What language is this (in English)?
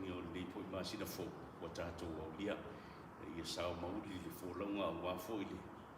Samoan